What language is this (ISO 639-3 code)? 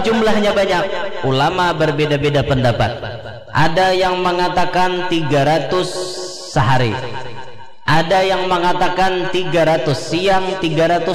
bjn